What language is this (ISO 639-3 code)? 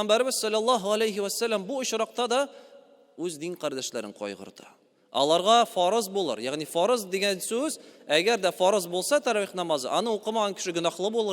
tat